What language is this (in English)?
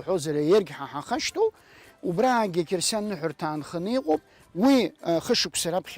Abkhazian